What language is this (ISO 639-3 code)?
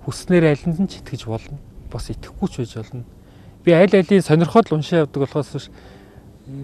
mon